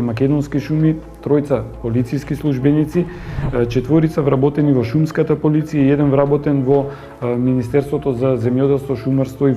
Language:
Macedonian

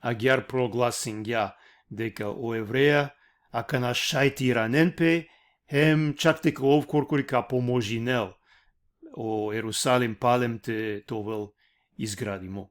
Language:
Balkan Romani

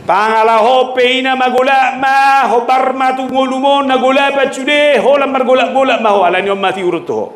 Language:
Batak Toba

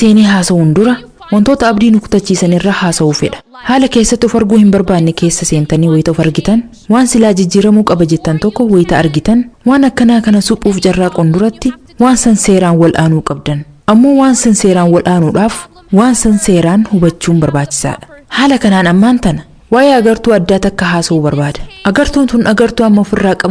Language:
Oromo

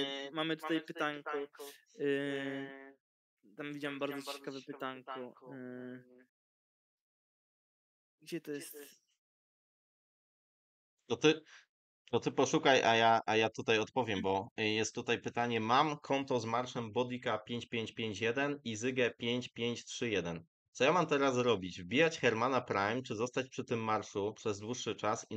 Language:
Polish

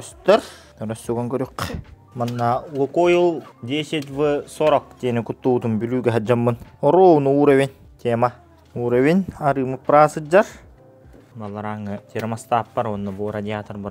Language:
Yakut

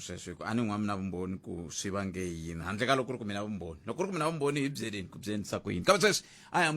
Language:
Tsonga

